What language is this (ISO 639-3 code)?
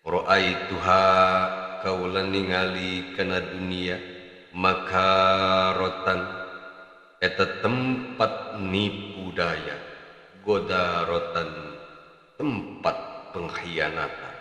sun